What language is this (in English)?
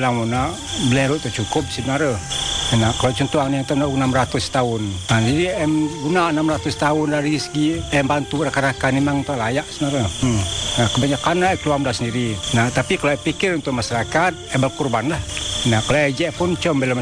Malay